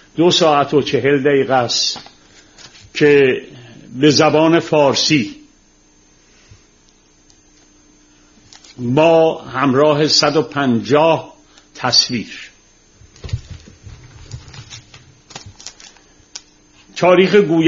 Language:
Persian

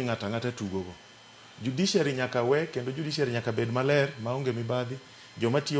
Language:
Luo (Kenya and Tanzania)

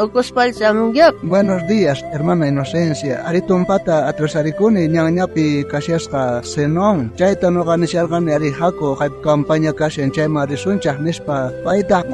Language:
South Bolivian Quechua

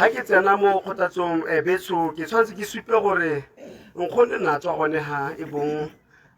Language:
Tswana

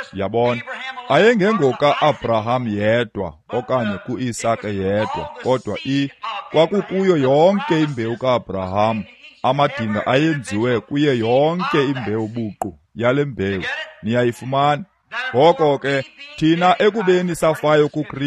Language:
Xhosa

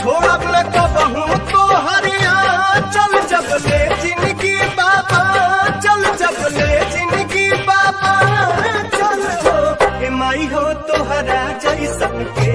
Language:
Bhojpuri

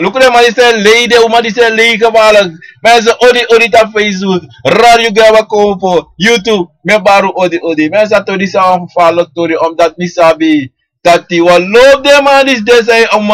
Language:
Sranan Tongo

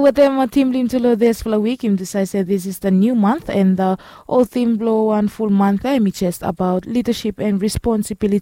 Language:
Bislama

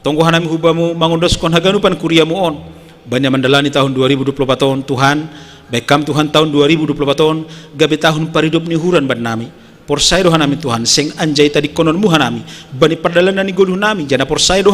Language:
Batak Simalungun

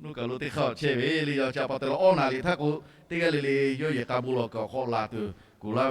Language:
Lahu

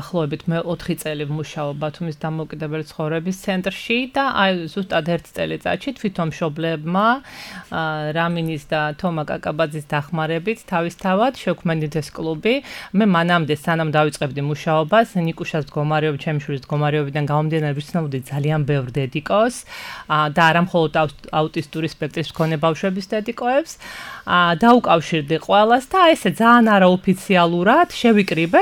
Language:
Georgian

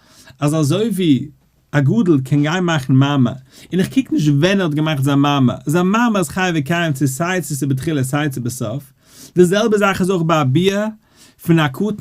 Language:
Yiddish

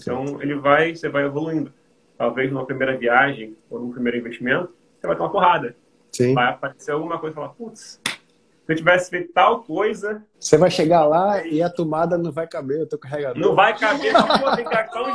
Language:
Portuguese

